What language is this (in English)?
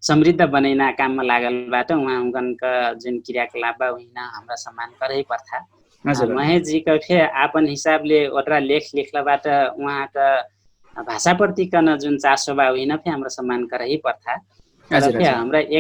Dangaura Tharu